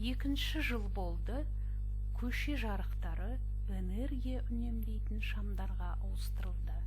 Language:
Kazakh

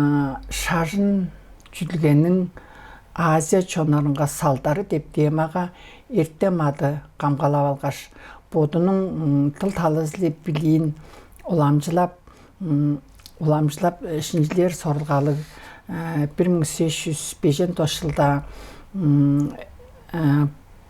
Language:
Tuvinian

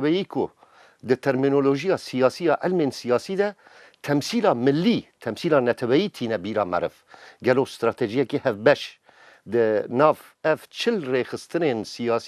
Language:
Kurdish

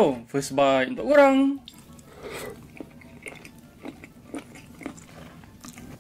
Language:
Malay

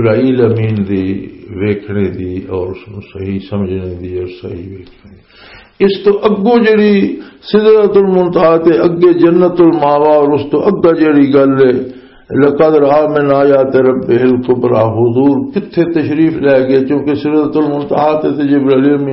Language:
Western Panjabi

